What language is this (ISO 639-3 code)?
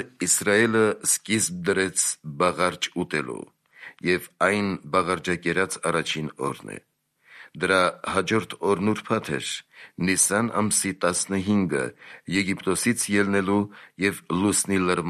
hye